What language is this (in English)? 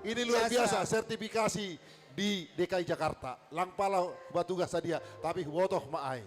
Batak Simalungun